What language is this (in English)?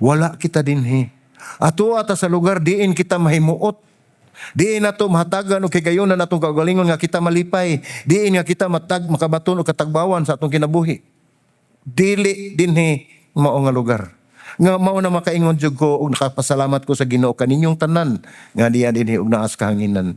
Cebuano